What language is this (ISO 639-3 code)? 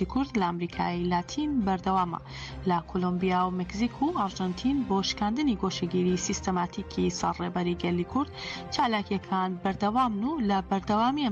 ckb